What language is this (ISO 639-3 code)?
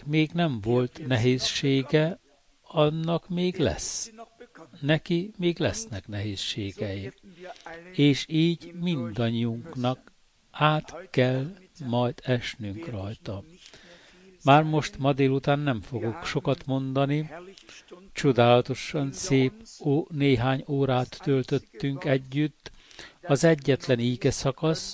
hun